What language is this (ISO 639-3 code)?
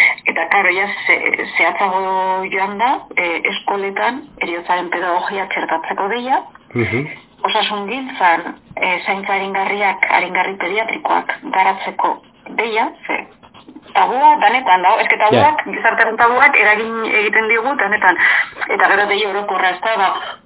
eus